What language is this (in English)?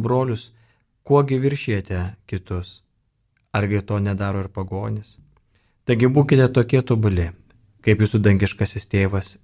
Lithuanian